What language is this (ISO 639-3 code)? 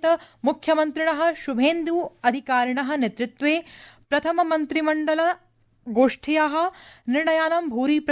san